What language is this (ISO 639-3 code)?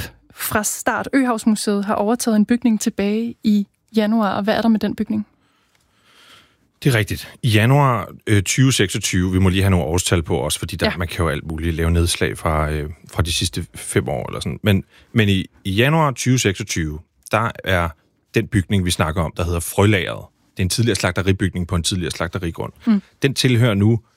dan